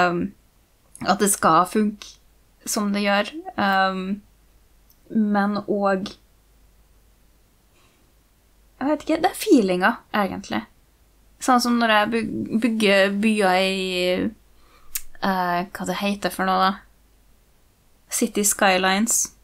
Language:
Norwegian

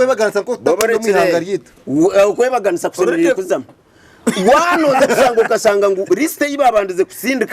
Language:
Nyankole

